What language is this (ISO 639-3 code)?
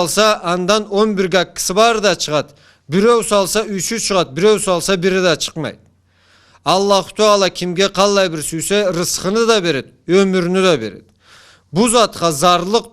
krc